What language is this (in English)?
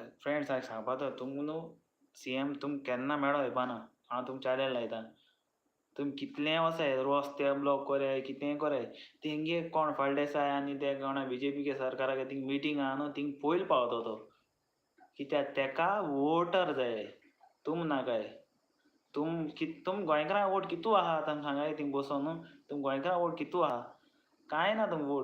Konkani